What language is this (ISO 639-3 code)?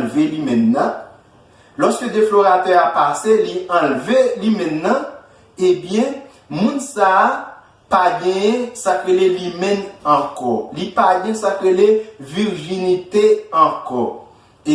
hat